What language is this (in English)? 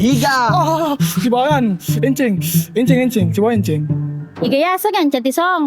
Buginese